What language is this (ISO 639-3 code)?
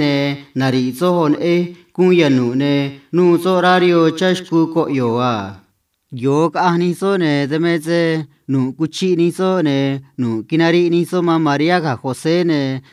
trc